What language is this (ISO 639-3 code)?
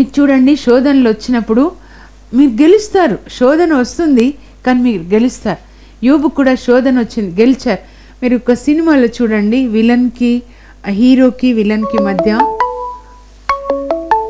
tel